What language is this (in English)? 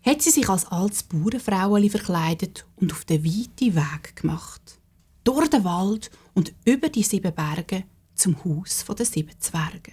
Swiss German